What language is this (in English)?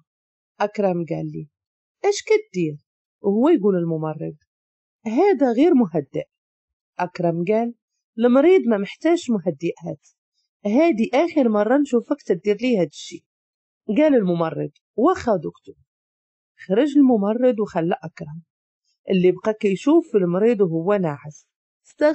Moroccan Arabic